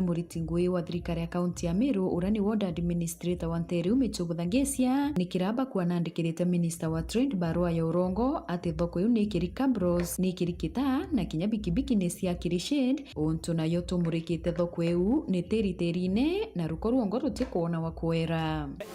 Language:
Meru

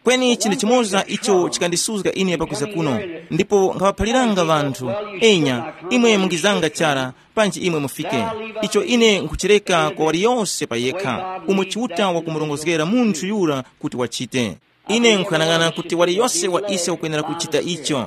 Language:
Tumbuka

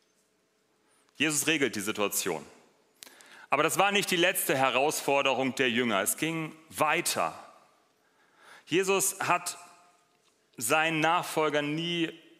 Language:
German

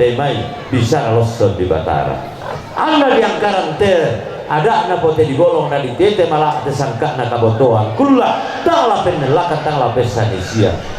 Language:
Toraja-Sa'dan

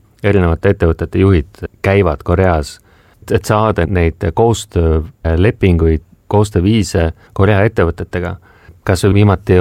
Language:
Estonian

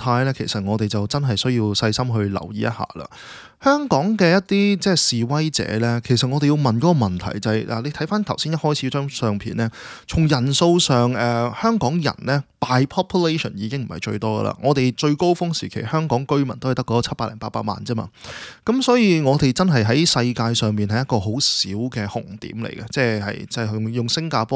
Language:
Cantonese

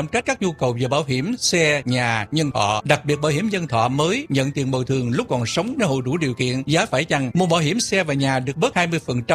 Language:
Vietnamese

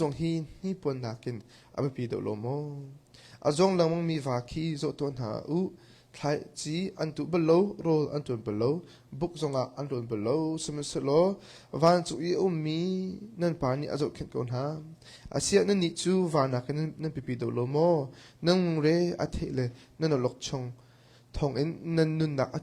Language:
Hakha Chin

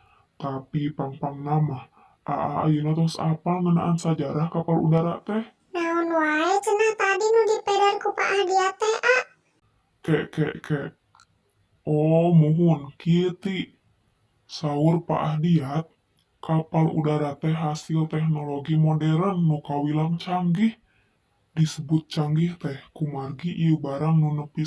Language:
Sundanese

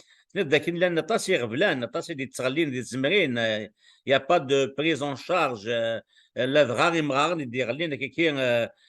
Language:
Kabyle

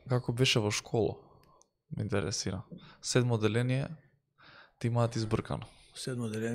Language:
Macedonian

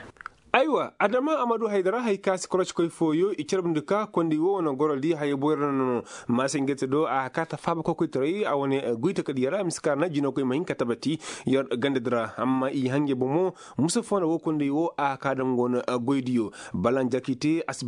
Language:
Koyraboro Senni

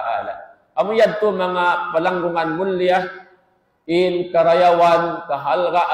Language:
Tausug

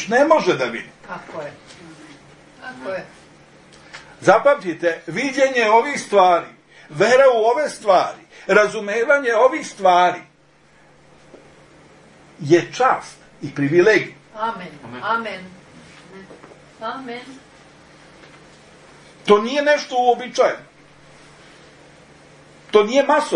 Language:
Serbian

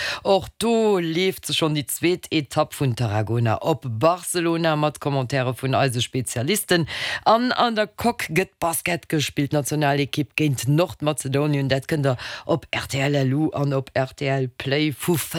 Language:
Luxembourgish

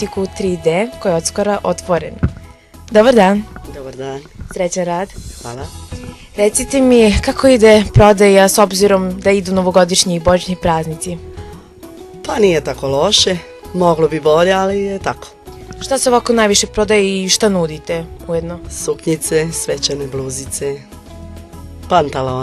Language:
Serbian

